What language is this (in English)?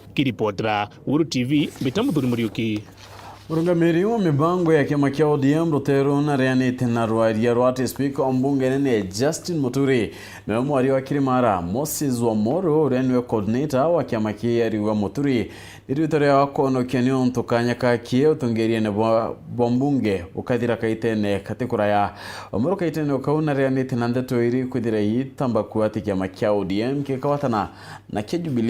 Meru